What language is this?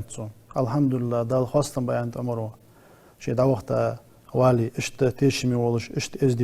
Ingush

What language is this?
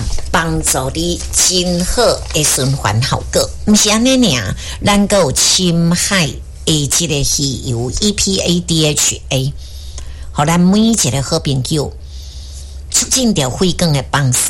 Min Nan Chinese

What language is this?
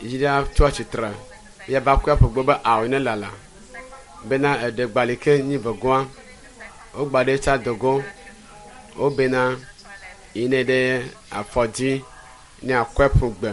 Ewe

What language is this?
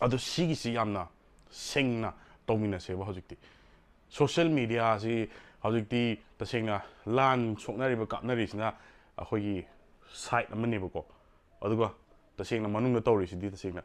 Manipuri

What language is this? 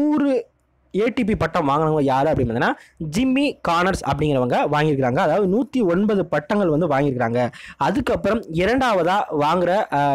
Tamil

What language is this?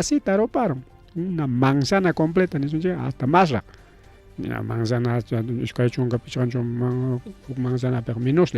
Ayacucho Quechua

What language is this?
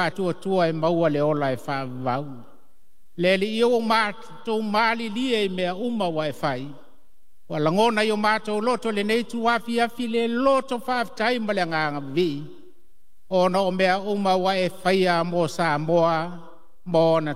Samoan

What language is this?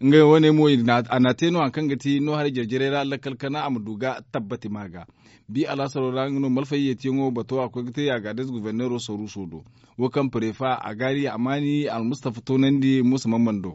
Zarma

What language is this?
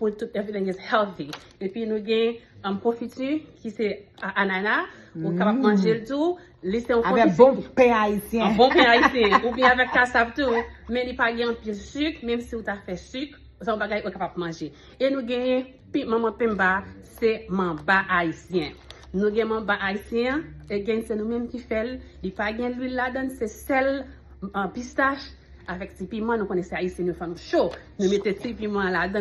Haitian Creole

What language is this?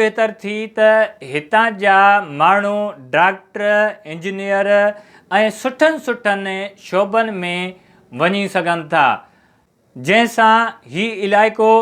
Sindhi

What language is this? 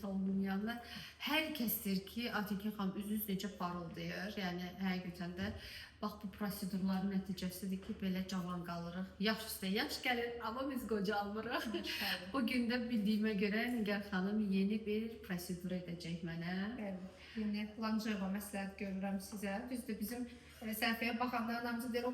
Azerbaijani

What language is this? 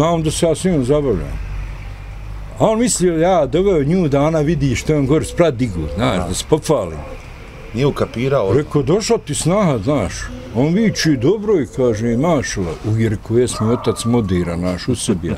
Bosnian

